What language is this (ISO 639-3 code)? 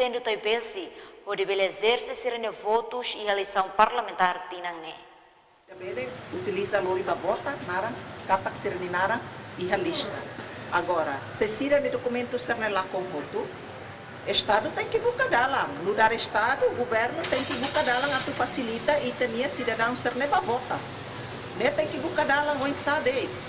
tet